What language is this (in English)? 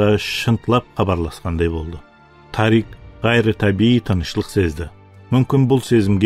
Kara-Kalpak